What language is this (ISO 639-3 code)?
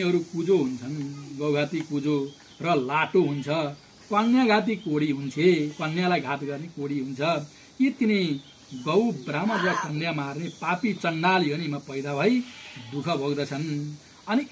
nep